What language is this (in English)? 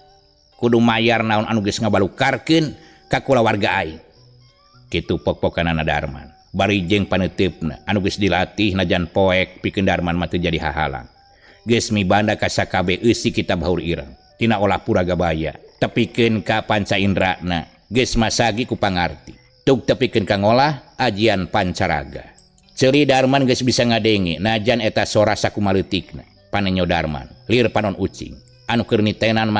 Sundanese